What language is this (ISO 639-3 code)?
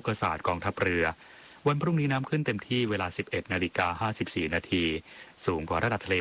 tha